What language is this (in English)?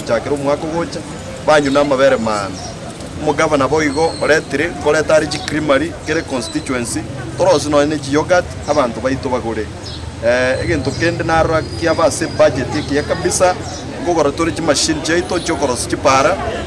Gusii